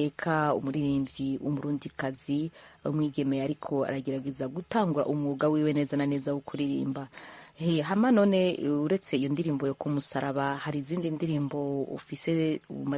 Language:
Rundi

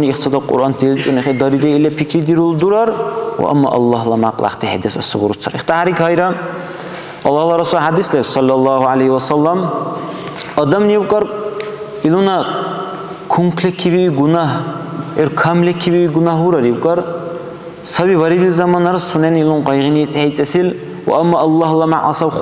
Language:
Dargwa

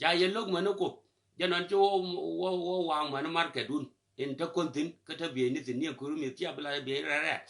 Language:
Nuer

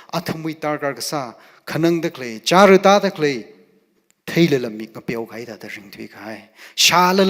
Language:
Tangkhul Naga (India)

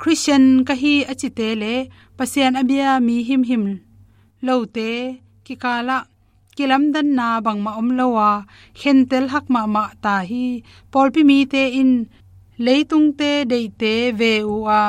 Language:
Tedim Chin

